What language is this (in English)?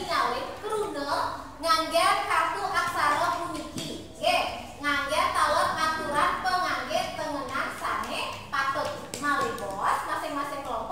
Balinese